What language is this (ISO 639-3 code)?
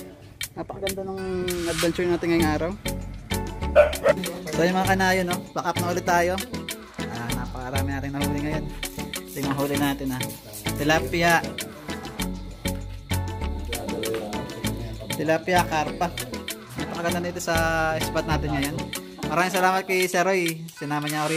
fil